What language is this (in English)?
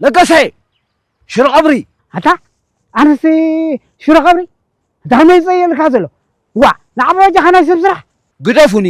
Tigrinya